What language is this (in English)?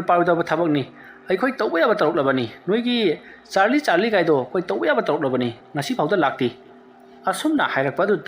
Manipuri